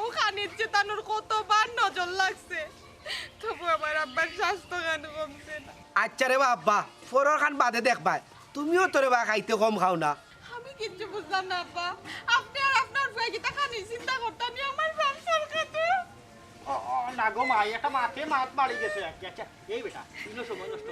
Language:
Sylheti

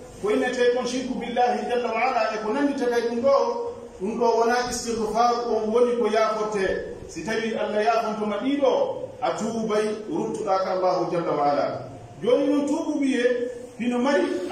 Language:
Pular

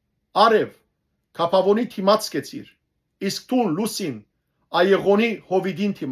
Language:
Western Armenian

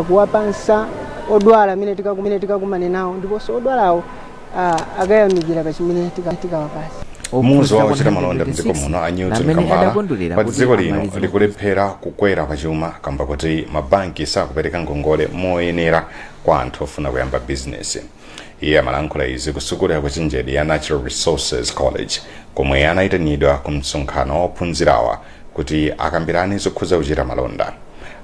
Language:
Nyanja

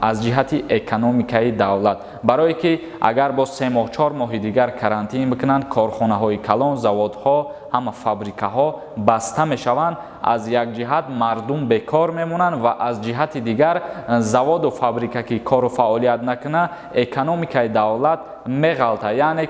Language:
Tajik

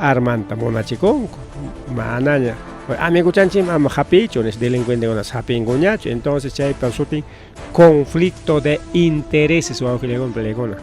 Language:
Ayacucho Quechua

